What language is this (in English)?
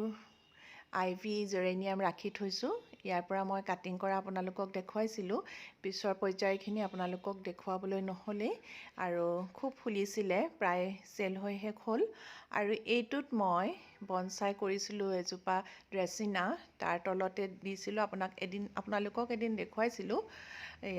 Assamese